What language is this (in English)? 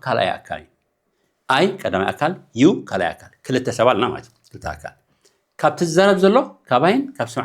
Tigrinya